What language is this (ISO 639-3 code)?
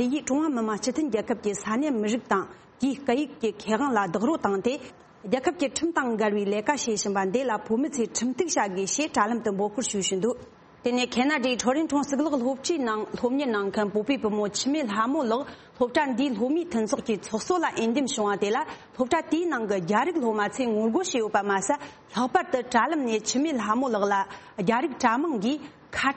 bod